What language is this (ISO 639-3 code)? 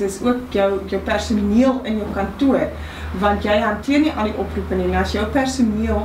afr